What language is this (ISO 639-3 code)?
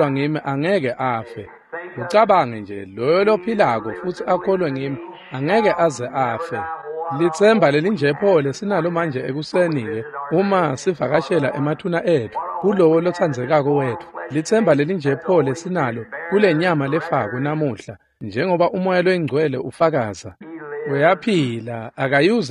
ssw